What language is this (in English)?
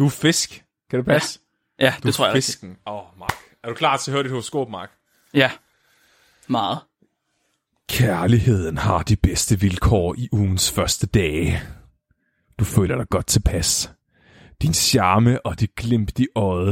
Danish